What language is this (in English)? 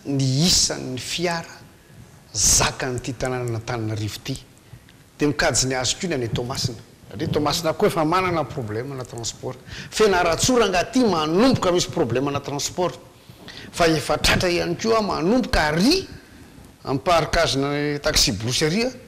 Malagasy